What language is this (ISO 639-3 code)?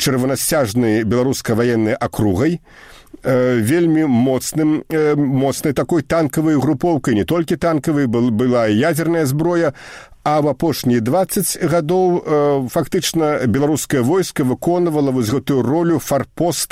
bel